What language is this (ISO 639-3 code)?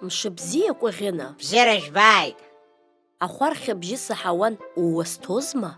abk